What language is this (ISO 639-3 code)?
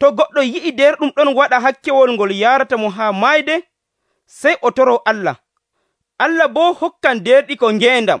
fuv